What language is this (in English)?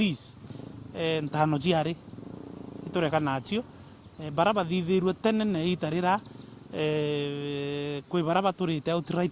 Meru